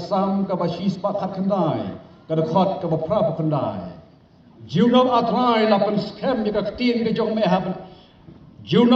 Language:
Khasi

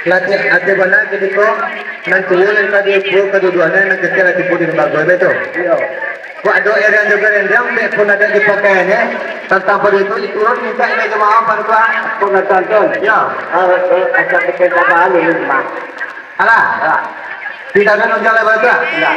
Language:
Minangkabau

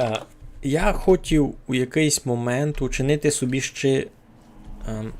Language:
Rusyn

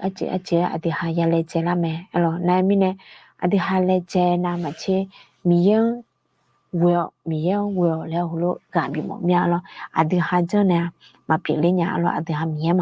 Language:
Akha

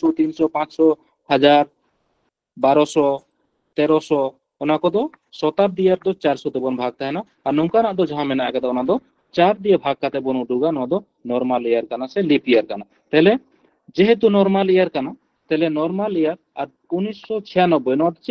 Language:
Santali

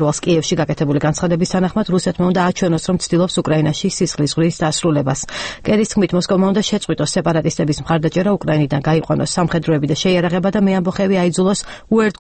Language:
Georgian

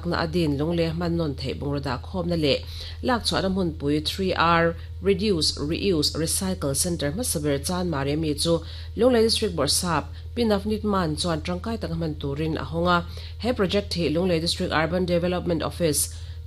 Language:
Mizo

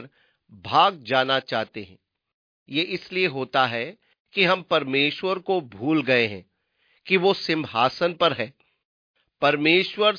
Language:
Hindi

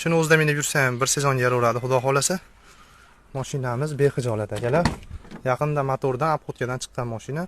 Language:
Uzbek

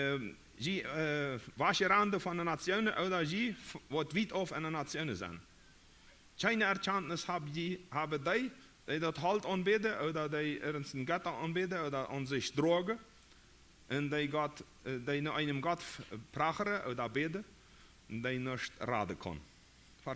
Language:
Plautdietsch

